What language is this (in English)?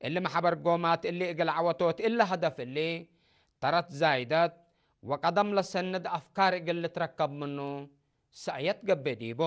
Tigre